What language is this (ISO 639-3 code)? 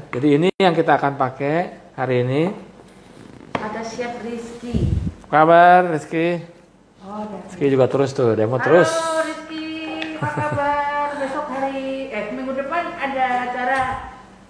ind